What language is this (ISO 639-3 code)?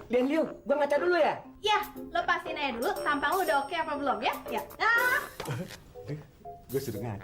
bew